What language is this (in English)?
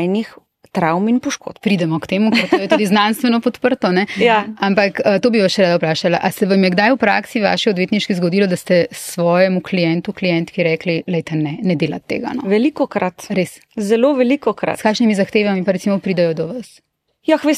Slovenian